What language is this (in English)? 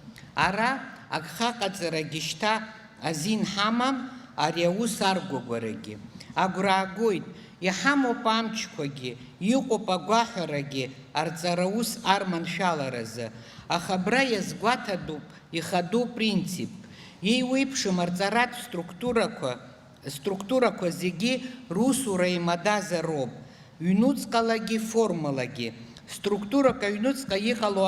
Abkhazian